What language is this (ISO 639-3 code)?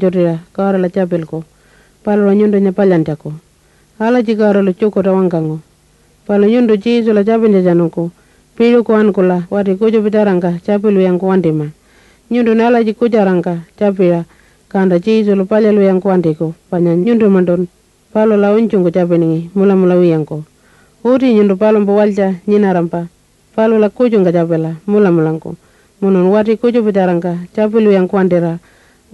pjt